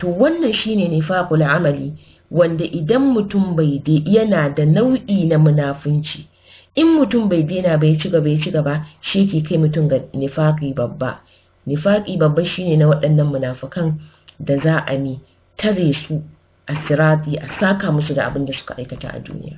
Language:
Hausa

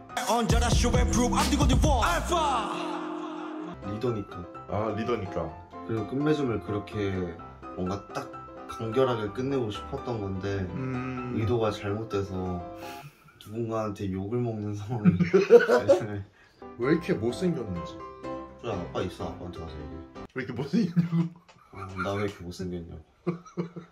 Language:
Korean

